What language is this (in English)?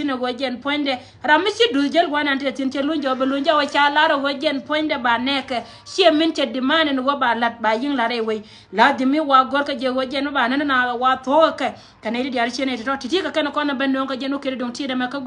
Nuer